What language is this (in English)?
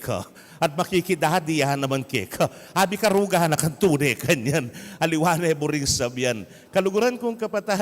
Pampanga